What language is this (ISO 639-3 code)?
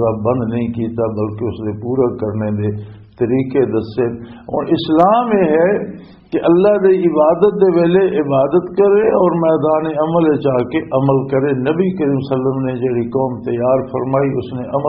lah